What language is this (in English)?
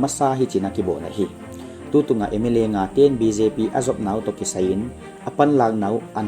Paite Chin